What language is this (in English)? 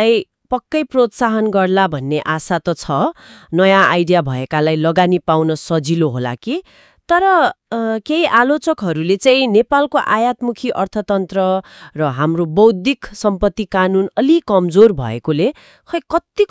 Nepali